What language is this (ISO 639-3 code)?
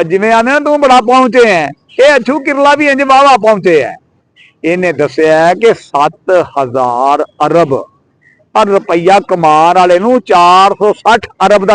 lah